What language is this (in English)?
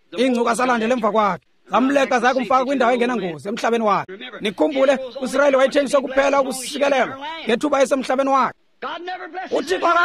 Xhosa